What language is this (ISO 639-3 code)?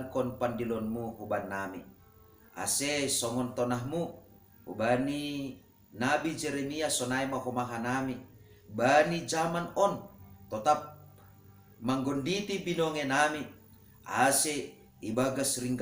bts